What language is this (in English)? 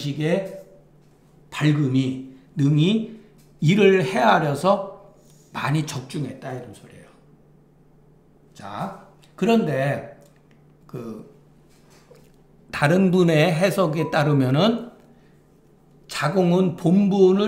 Korean